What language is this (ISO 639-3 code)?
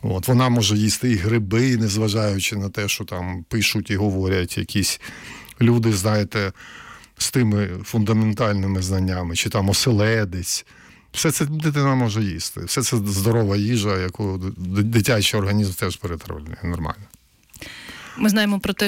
ukr